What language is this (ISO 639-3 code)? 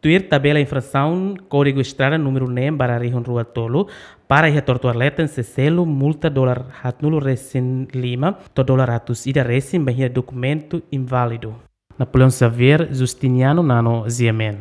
tet